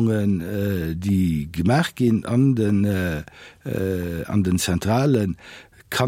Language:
Luxembourgish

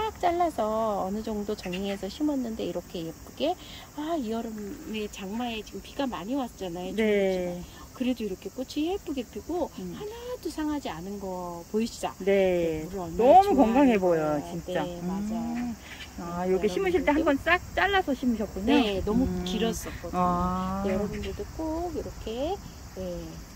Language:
Korean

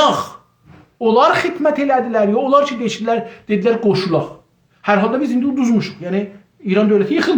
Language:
South Azerbaijani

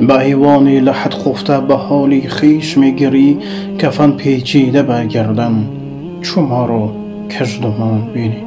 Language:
Tajik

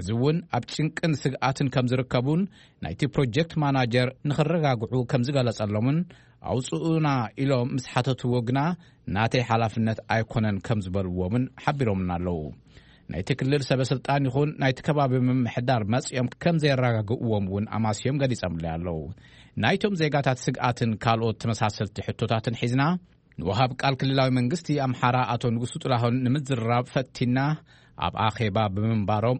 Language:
Tigrinya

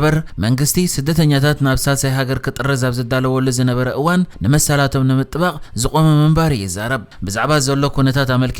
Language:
Tigrinya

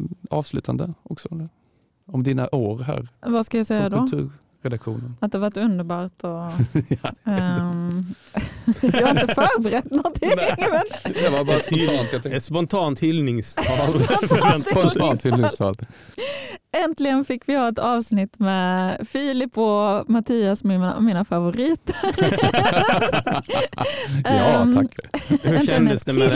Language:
Swedish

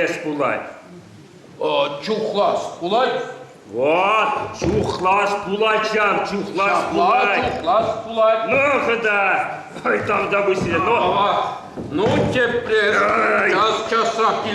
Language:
Chuvash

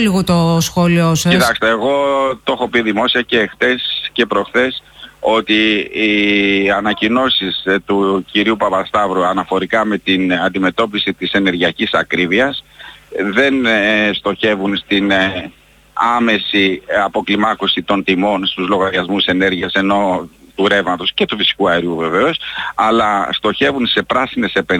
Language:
Greek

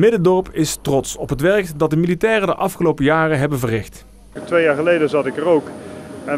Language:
Dutch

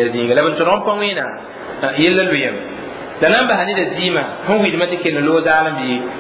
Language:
Mossi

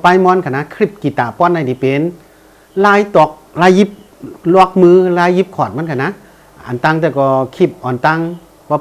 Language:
Shan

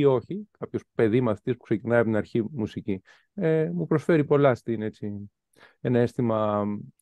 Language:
Greek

